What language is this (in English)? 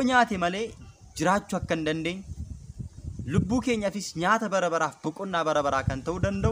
Oromo